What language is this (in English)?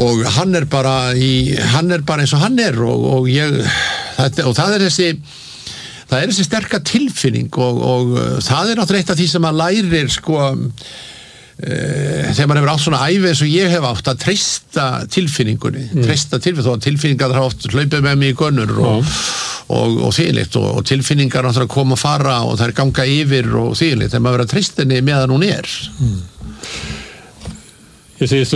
Icelandic